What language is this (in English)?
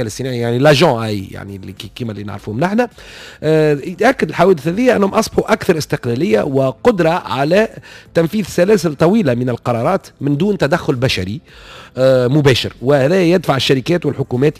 Tunisian Arabic